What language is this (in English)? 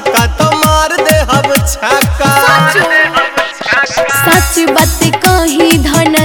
Bhojpuri